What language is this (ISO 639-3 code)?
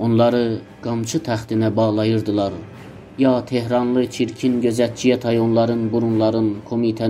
azb